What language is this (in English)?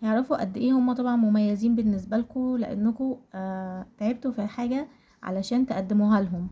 Egyptian Arabic